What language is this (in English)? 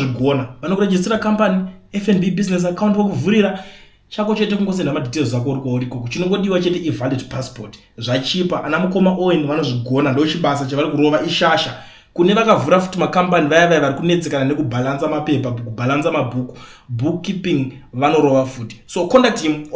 Shona